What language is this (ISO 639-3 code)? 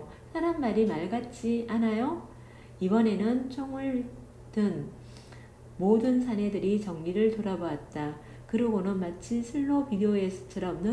kor